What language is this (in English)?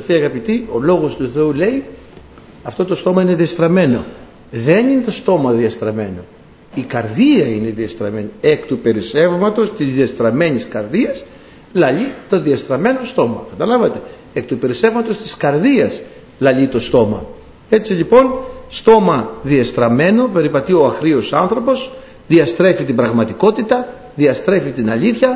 Greek